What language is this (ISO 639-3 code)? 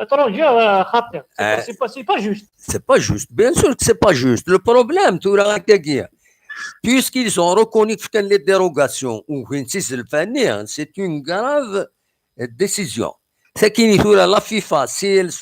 kab